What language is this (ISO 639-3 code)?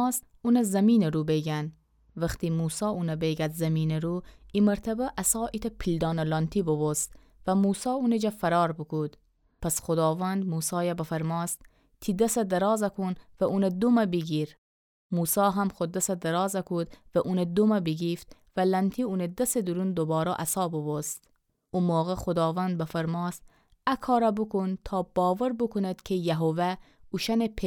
glk